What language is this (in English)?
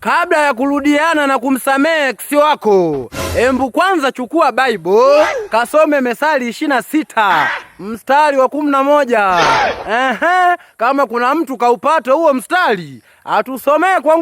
Swahili